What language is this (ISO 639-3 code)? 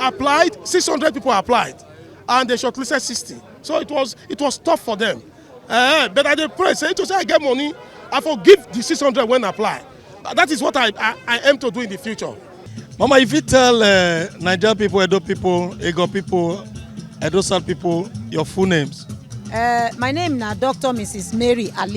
pcm